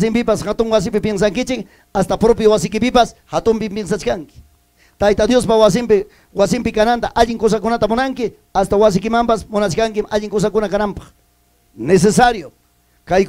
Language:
Ayacucho Quechua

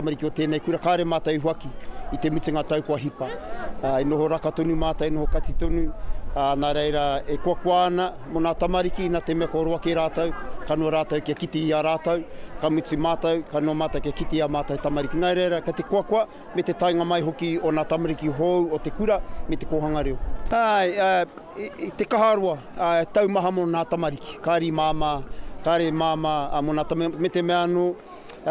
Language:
Māori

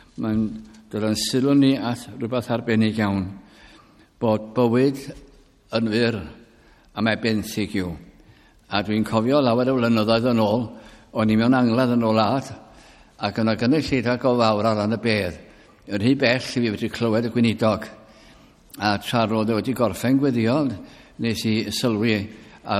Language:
Welsh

